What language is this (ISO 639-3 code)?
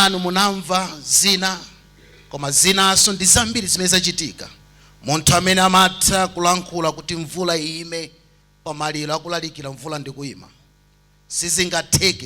nya